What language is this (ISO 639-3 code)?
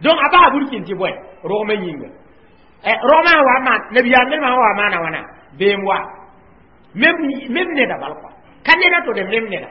mos